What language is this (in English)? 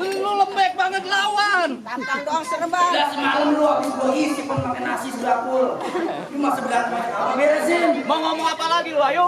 Betawi